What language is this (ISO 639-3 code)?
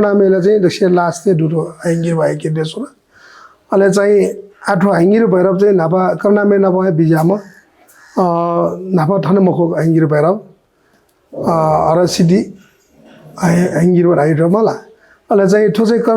new